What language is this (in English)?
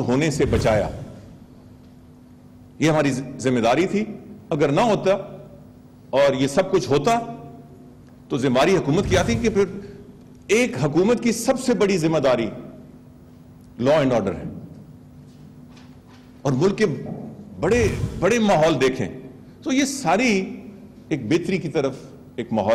Urdu